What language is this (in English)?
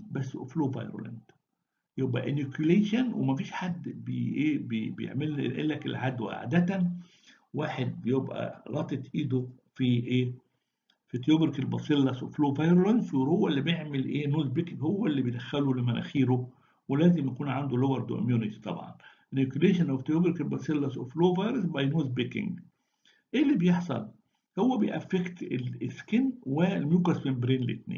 Egyptian Arabic